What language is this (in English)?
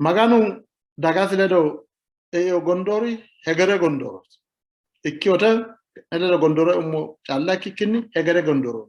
Sidamo